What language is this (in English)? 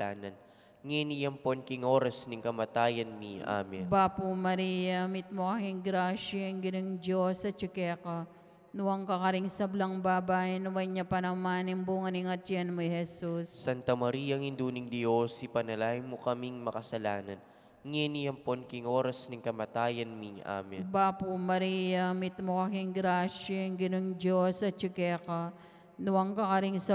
Pampanga